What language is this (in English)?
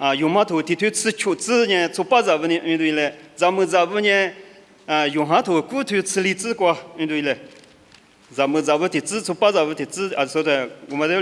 Lisu